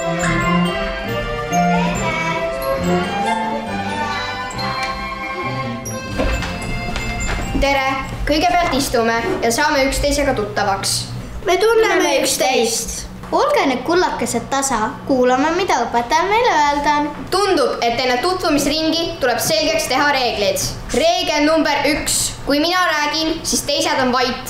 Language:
Estonian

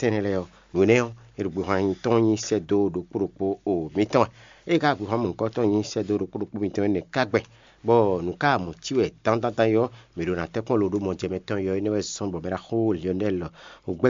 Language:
Fon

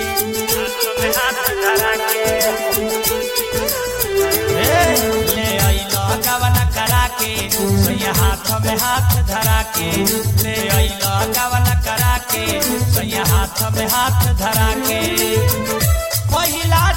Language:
Bhojpuri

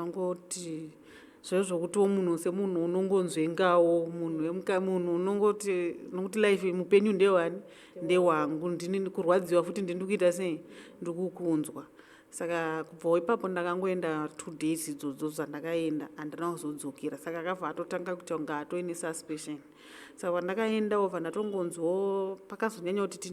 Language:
Shona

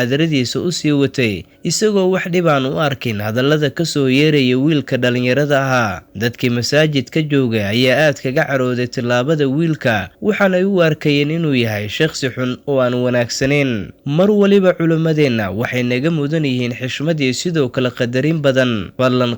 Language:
Somali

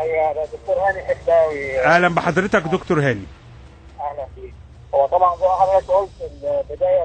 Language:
Egyptian Arabic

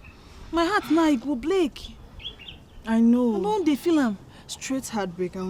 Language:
Nigerian Pidgin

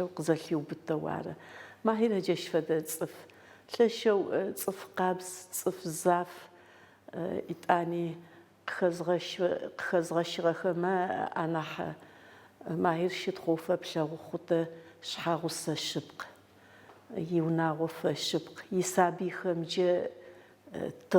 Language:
Adyghe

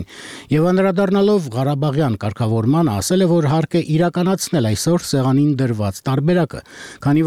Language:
Armenian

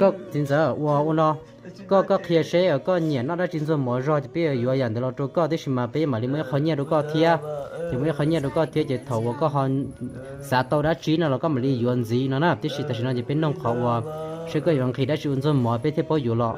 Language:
Hmong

